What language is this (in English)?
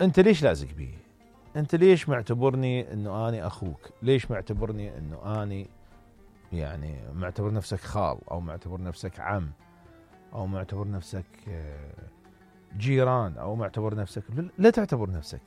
Mesopotamian Arabic